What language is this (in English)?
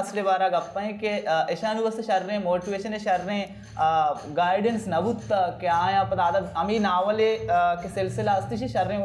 Baluchi